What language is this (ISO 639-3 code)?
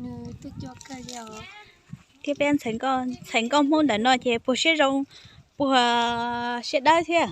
hmn